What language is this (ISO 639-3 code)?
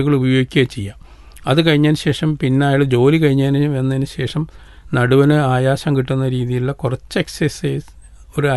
mal